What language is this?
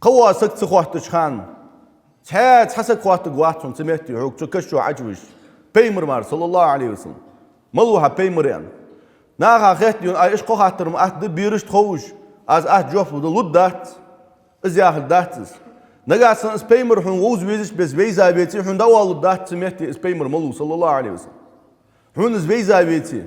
Ingush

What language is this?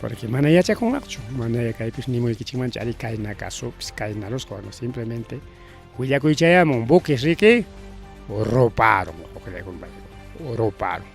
Ayacucho Quechua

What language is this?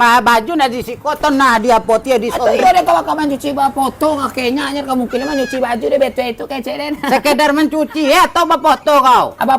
Minangkabau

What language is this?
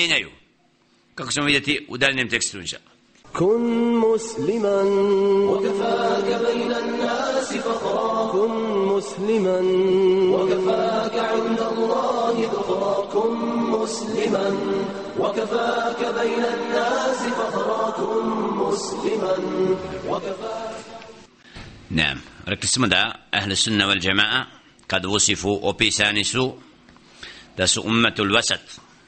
Bosnian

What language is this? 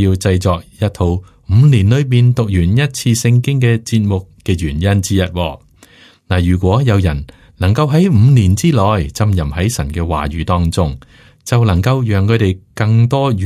Cantonese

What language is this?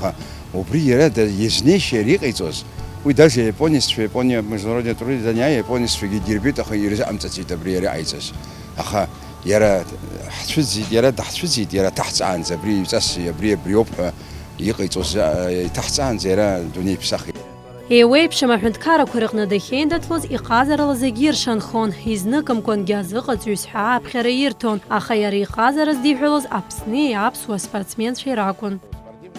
Abkhazian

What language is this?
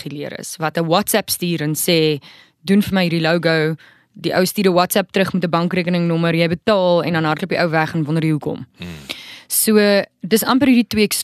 Afrikaans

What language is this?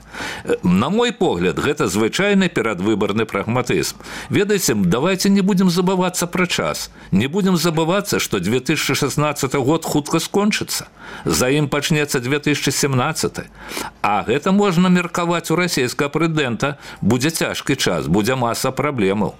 Belarusian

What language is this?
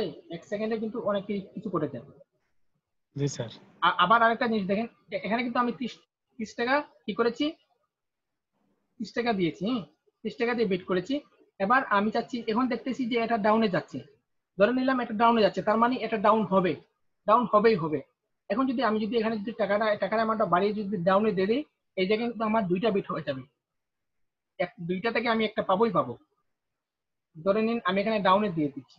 Bangla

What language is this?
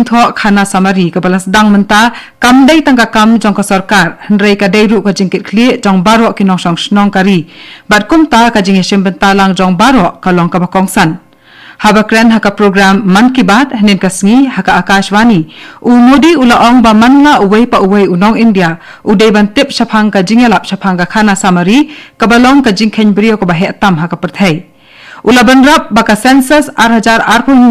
Khasi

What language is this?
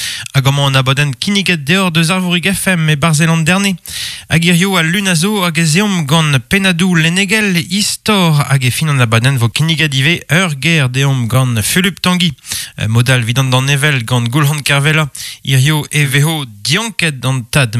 Breton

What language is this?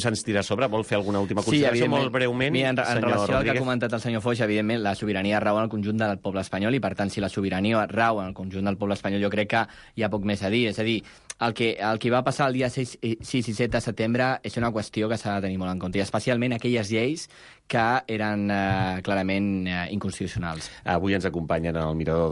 Catalan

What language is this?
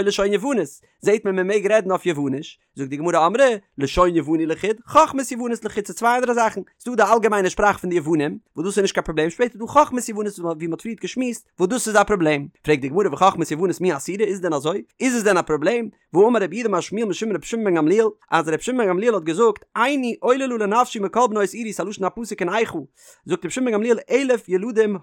Yiddish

